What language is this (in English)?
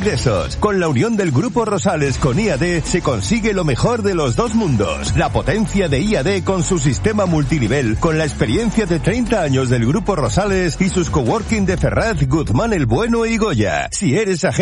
Spanish